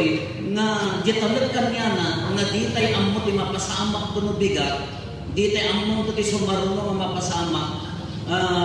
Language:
Iloko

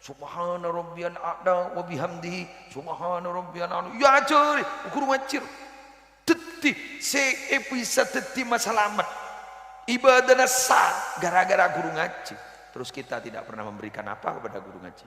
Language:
Madurese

